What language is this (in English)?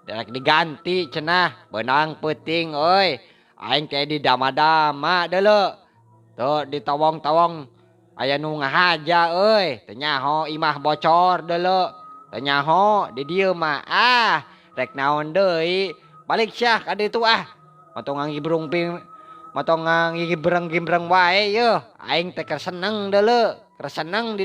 Sundanese